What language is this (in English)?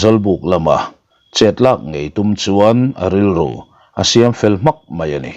Mizo